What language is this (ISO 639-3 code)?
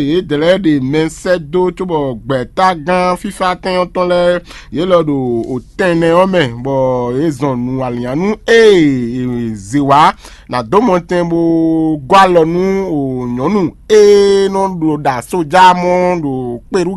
fon